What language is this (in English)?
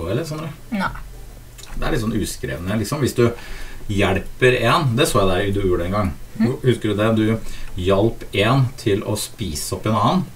Norwegian